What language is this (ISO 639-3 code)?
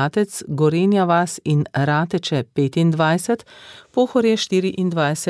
slv